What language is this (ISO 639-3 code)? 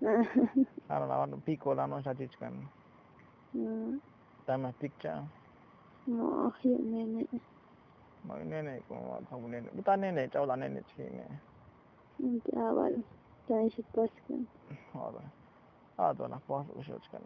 tzo